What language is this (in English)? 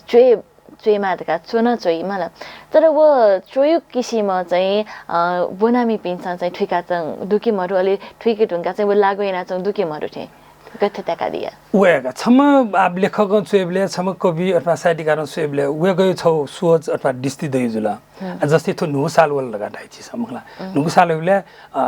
Newari